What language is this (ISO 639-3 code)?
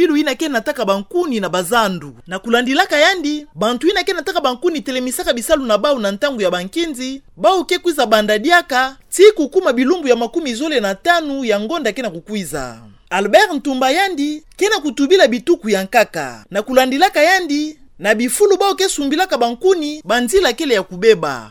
ktu